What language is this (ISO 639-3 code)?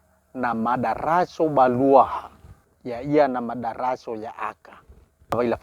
nia